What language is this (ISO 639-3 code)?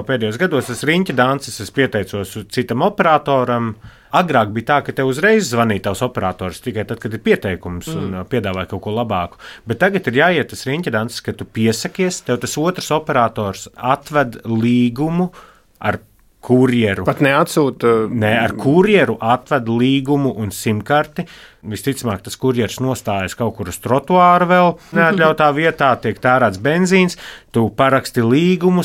lav